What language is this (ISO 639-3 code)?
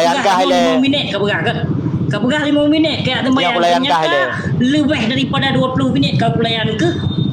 ace